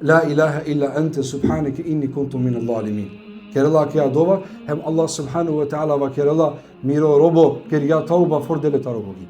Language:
Balkan Romani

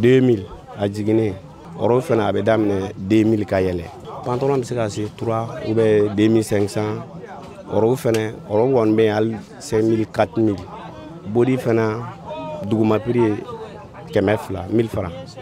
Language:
Bambara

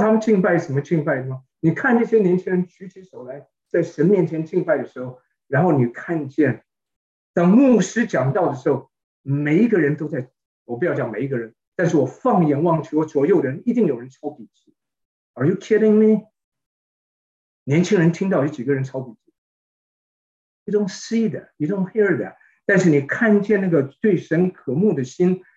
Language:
Chinese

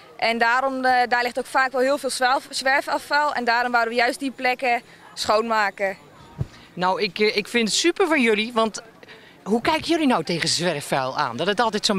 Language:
Dutch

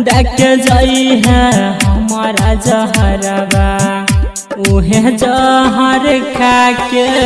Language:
Bhojpuri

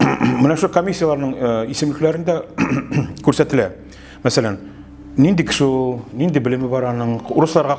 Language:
Tatar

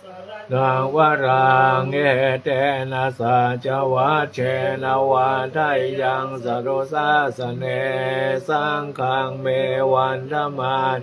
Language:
Pali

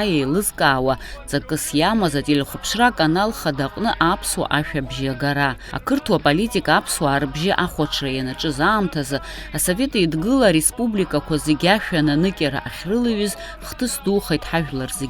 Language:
Abkhazian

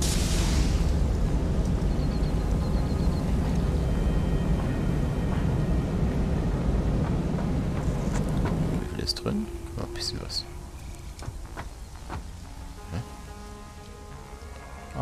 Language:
German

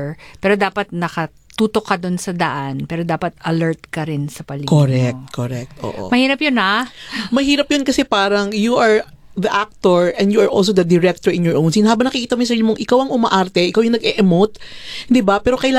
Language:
Filipino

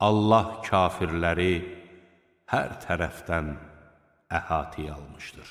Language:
Azerbaijani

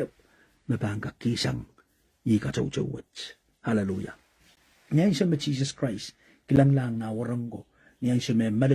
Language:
Pohnpeian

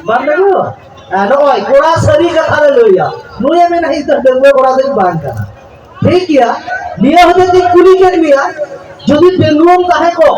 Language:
Santali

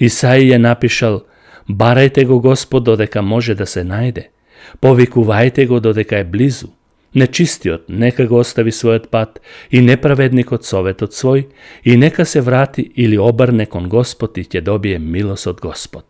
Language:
Macedonian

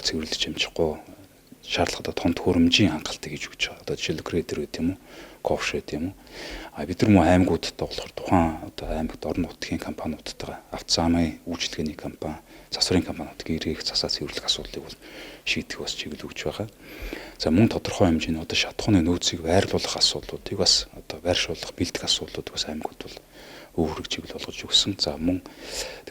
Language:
Mongolian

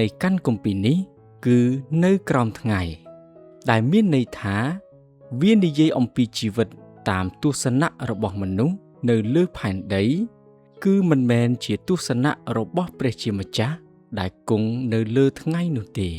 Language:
Khmer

